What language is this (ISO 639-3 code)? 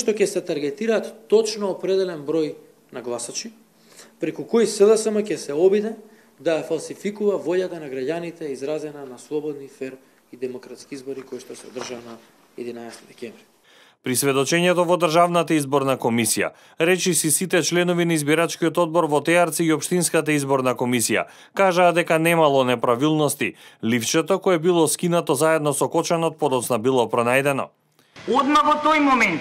mkd